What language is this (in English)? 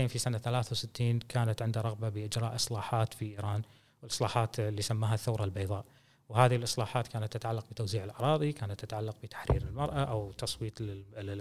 Gulf Arabic